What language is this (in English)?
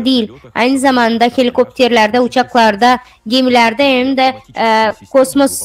Gagauz